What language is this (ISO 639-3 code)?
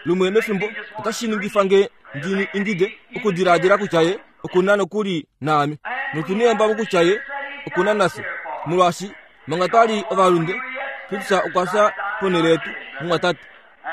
kua